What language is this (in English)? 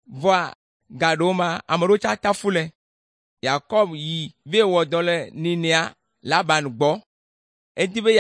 Ewe